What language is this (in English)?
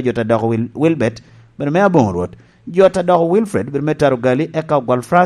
Lango (Uganda)